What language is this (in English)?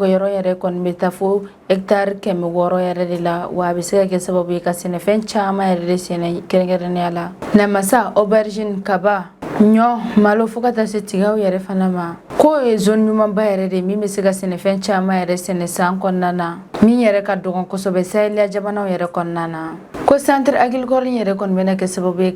Bambara